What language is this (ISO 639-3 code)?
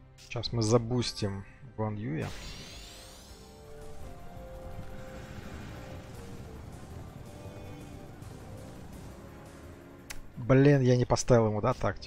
rus